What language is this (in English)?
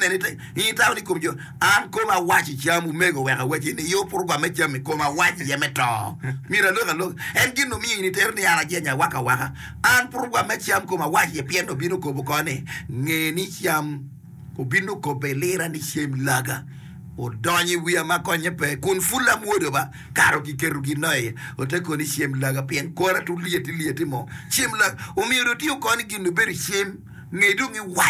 Acoli